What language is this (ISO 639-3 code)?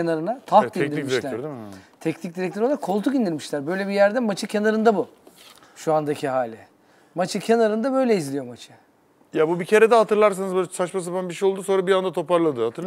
tur